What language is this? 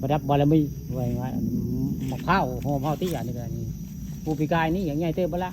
Northeastern Thai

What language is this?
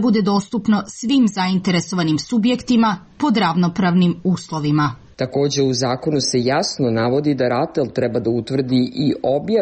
Serbian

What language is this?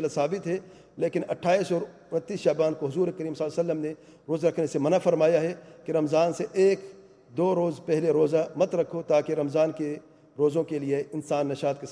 Urdu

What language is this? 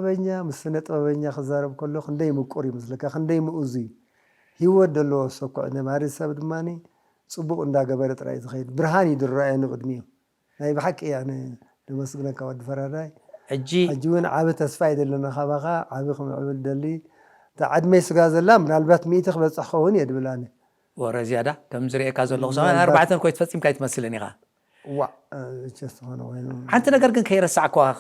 Tigrinya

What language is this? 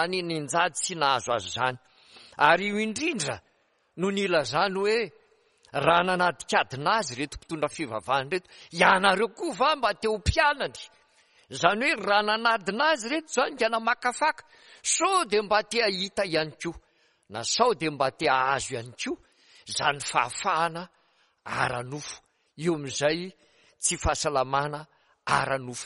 Malagasy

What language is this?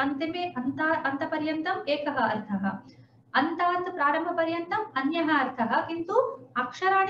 Sanskrit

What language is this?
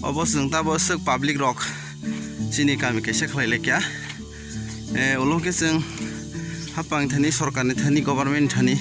Kok Borok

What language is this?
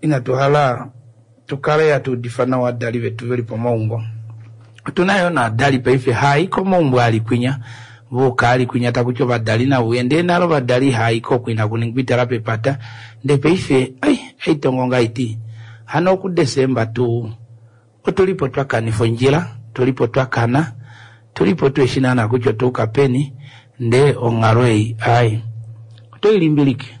Kuanyama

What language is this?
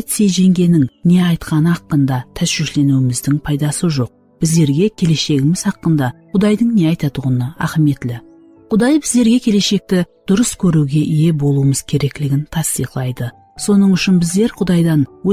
Kara-Kalpak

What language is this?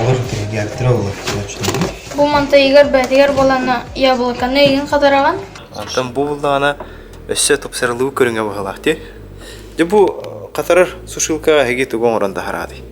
Yakut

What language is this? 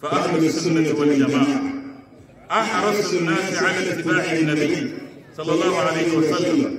Hausa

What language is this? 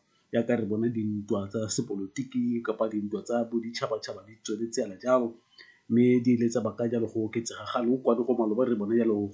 Tswana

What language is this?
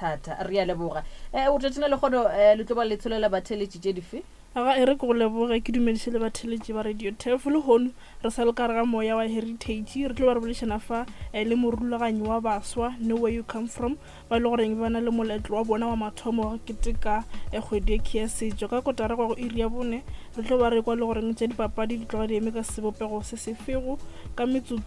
Northern Sotho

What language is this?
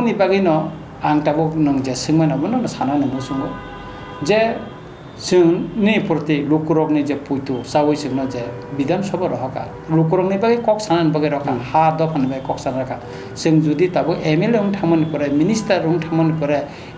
Kok Borok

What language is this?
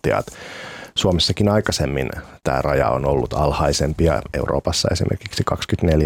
Finnish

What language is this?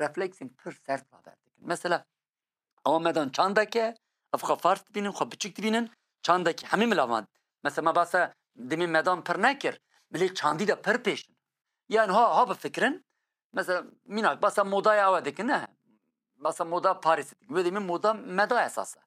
Kurdish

